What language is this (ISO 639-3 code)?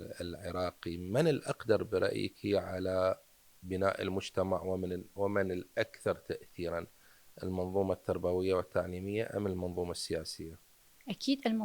acm